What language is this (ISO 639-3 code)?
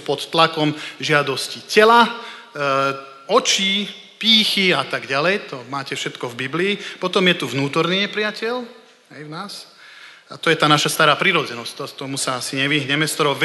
slk